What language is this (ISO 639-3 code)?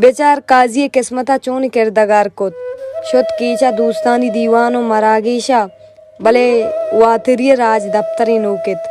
bal